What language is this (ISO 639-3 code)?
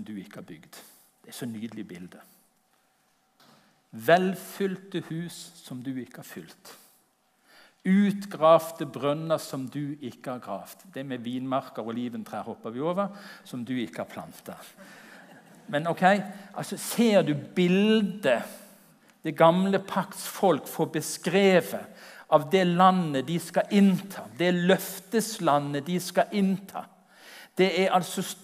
nor